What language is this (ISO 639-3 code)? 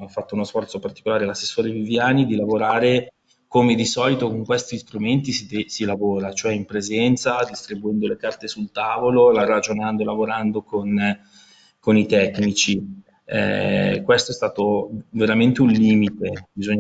ita